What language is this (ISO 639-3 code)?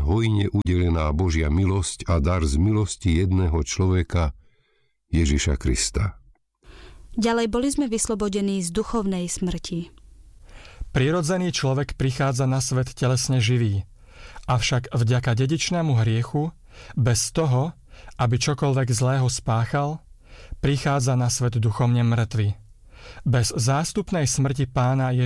slk